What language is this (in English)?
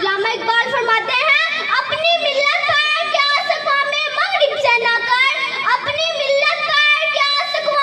Urdu